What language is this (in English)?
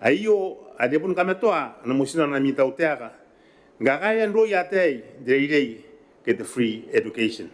Gilbertese